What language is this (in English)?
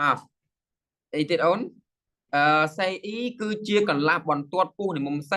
Khmer